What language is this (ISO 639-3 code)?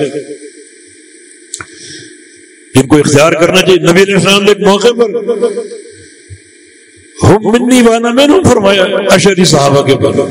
urd